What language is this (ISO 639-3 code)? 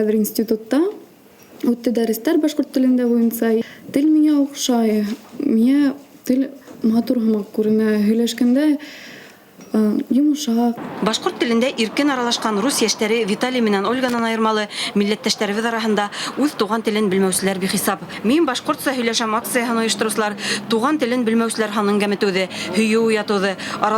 bak